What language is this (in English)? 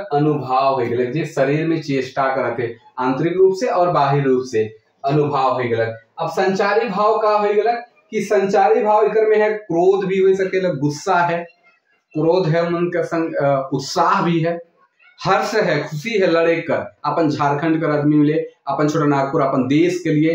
Sadri